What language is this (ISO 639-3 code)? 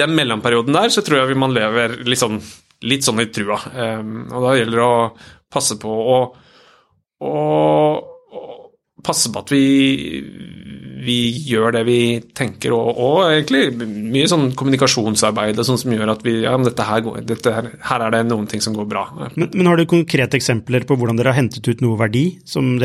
nor